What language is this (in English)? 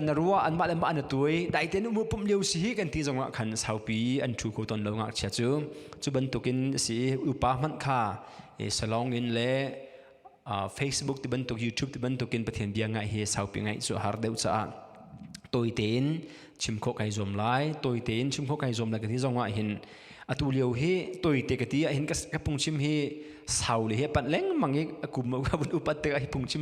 Hakha Chin